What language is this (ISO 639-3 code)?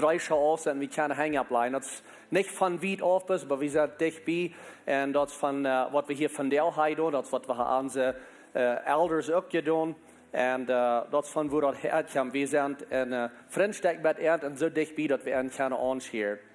pdt